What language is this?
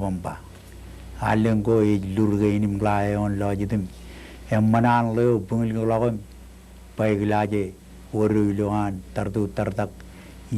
Marshallese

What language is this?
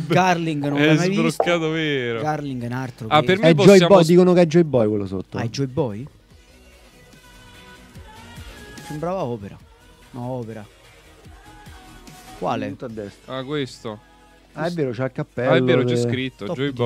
Italian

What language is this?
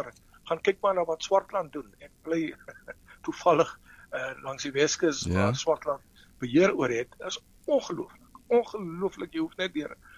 Afrikaans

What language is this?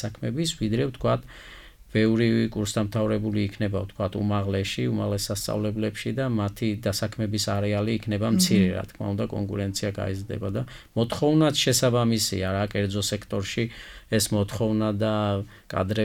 Georgian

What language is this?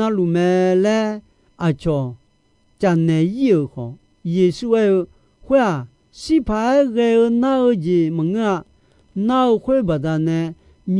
Akha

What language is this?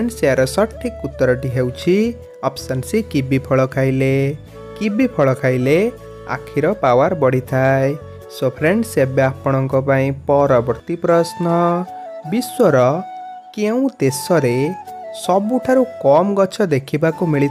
Odia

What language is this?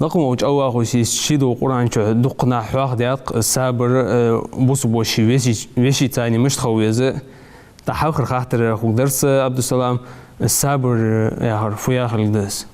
Ingush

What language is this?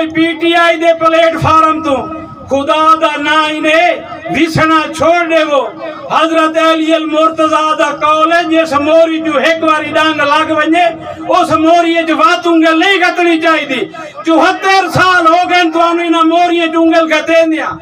Saraiki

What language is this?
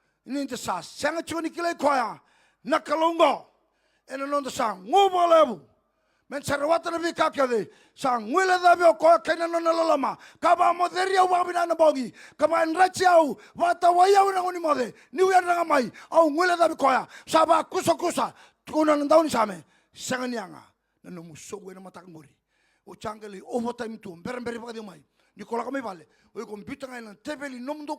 Fijian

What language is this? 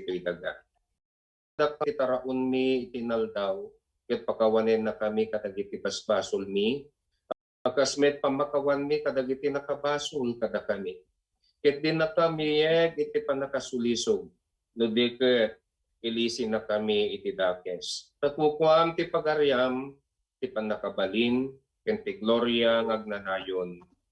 Iloko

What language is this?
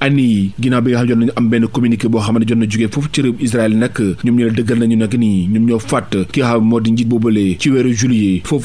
Wolof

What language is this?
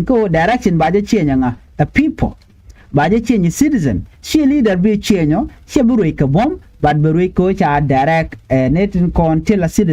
Nuer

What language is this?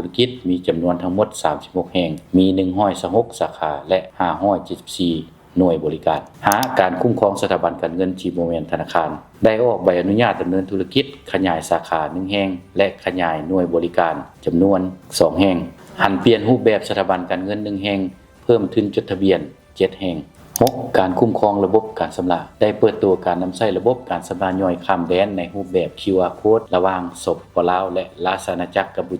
Lao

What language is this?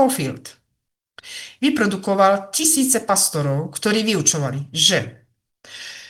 Slovak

